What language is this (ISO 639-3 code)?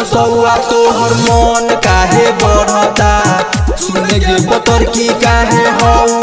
bho